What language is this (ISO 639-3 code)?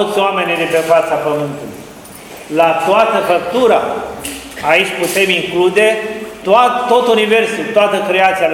ron